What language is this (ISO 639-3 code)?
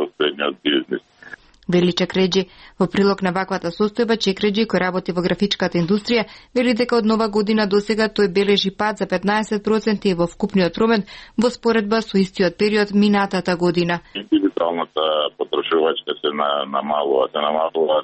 mkd